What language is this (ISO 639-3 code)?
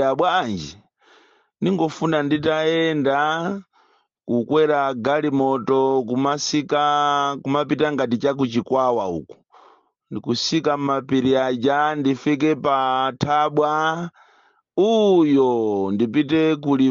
nya